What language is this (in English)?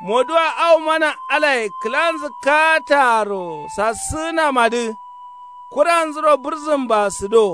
Kanuri